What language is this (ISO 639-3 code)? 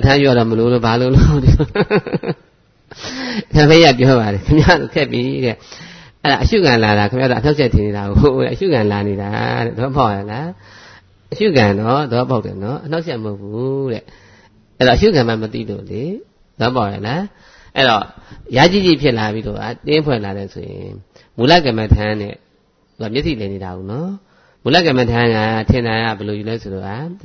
mya